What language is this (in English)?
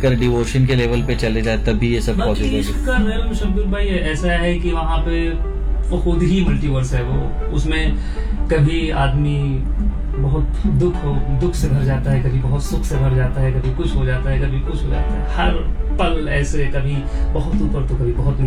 Hindi